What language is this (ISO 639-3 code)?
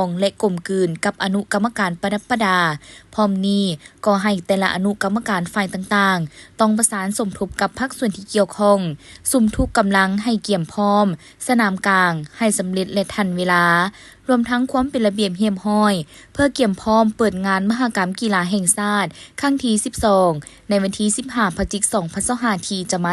lao